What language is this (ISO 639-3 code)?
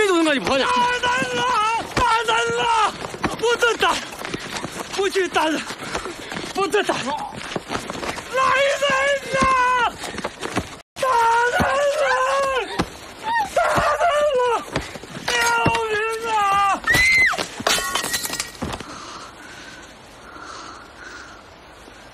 zho